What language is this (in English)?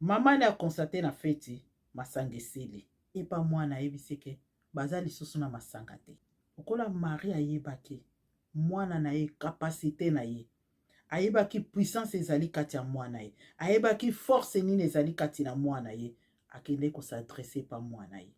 Lingala